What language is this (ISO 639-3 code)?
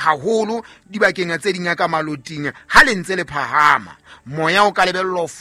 sot